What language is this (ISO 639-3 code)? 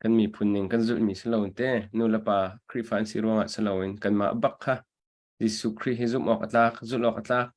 cnh